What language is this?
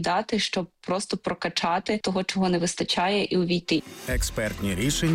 Ukrainian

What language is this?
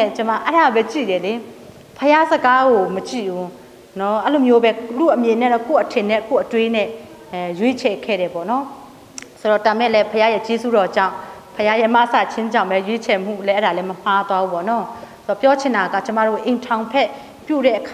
Burmese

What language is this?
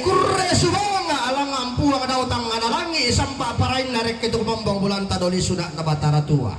Toraja-Sa'dan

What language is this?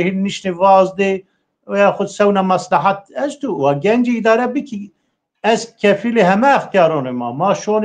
Zaza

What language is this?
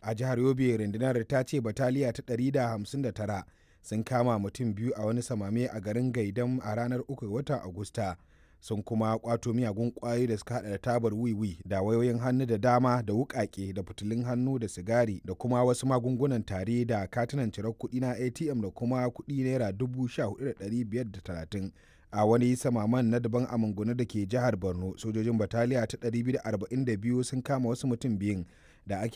Hausa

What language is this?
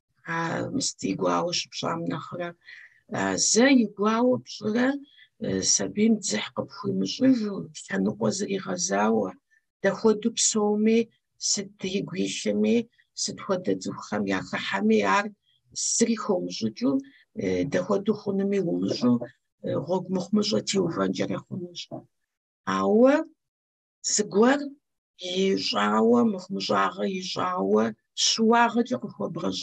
Kabardian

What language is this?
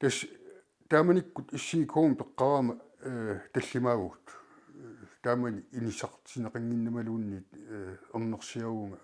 Kalaallisut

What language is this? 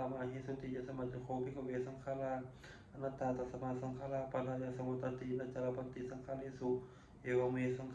Pali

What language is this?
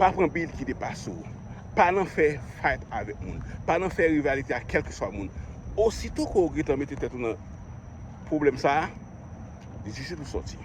Haitian Creole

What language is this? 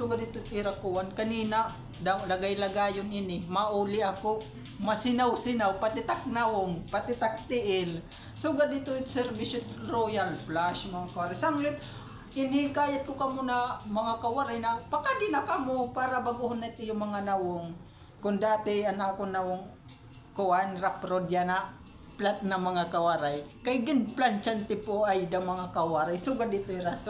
Waray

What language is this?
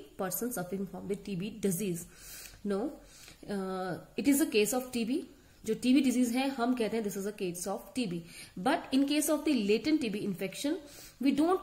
Hindi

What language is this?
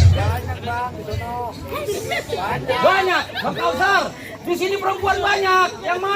Betawi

